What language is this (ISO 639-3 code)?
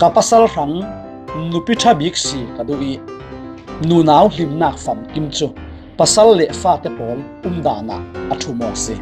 cfm